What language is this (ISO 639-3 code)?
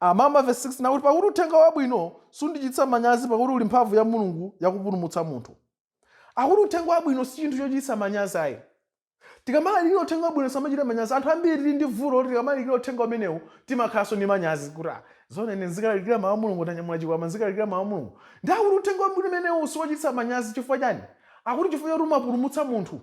nya